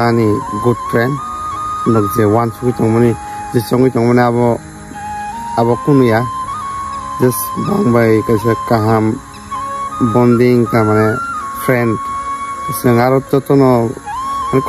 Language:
Kok Borok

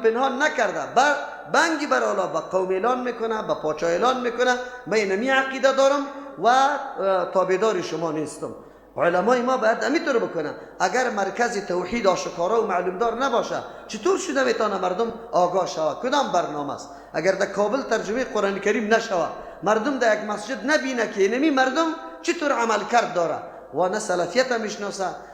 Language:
Persian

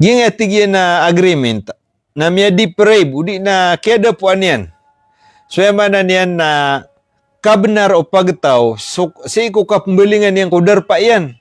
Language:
Maranao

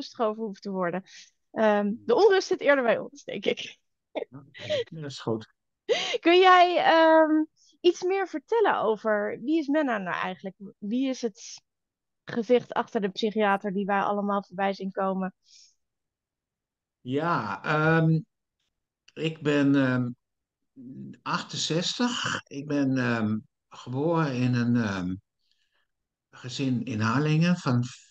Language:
Dutch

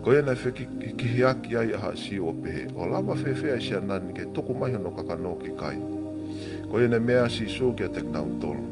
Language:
Tongan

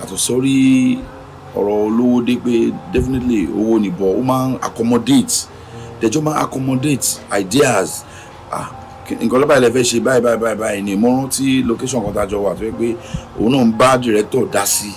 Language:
Yoruba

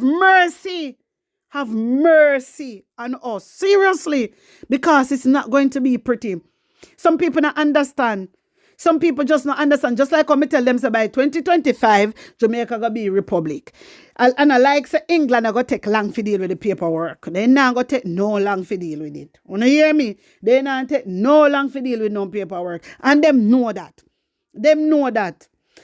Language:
Jamaican Creole English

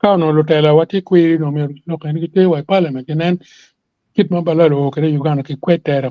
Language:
Acoli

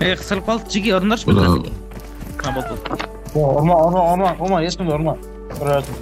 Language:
Kara-Kalpak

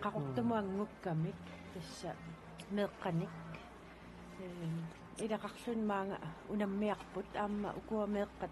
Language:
Kalaallisut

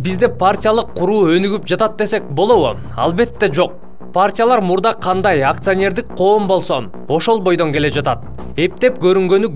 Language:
Kyrgyz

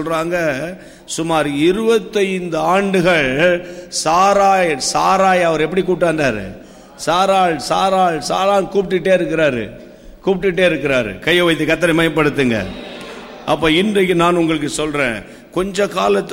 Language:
Tamil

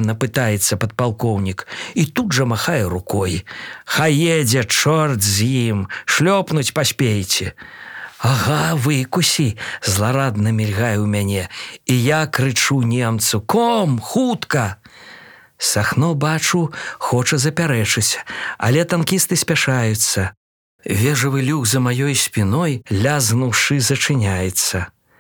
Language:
Belarusian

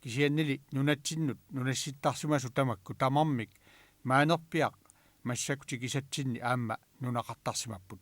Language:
Kalaallisut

